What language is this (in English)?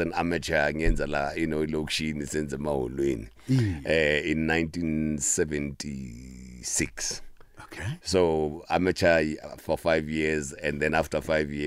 South Ndebele